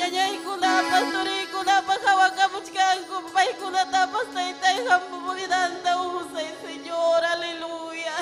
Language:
Ayacucho Quechua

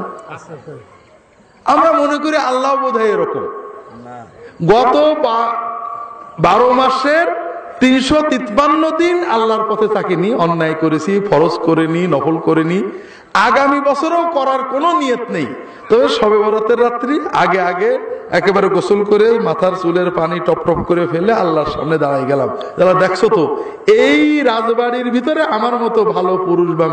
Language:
Bangla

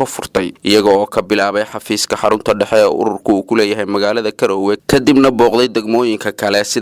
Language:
Somali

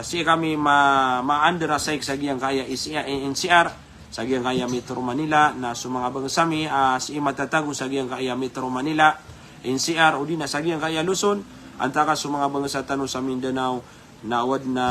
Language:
Maranao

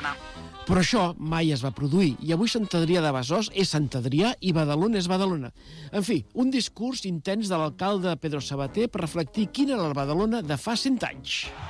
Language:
Catalan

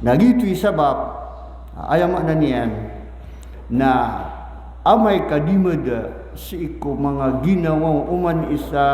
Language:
Maranao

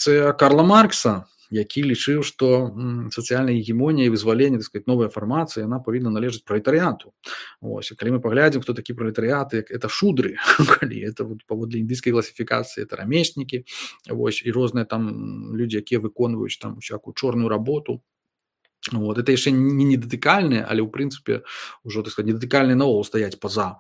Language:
Belarusian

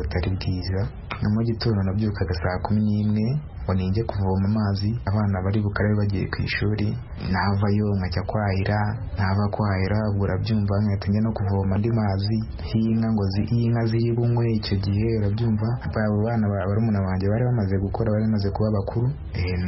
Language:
Kinyarwanda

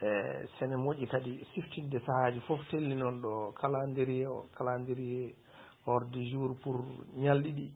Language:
Fula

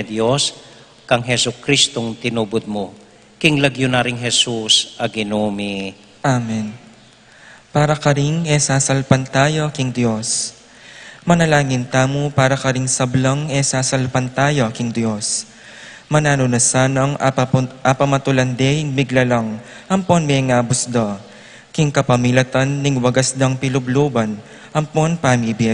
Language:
Pampanga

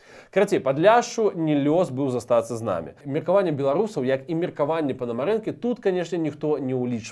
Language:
Belarusian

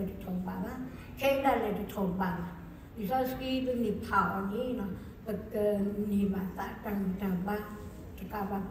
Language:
S'gaw Karen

